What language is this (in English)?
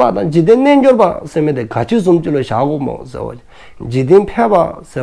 Dzongkha